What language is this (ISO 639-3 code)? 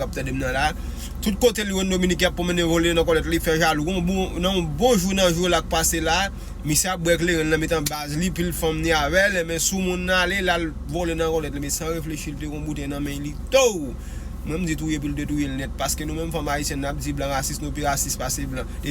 hat